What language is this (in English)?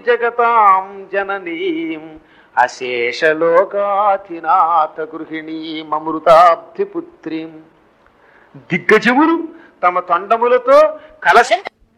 Telugu